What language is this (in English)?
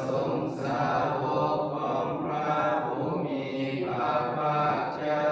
Pali